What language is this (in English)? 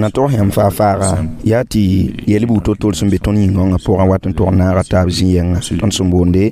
Mossi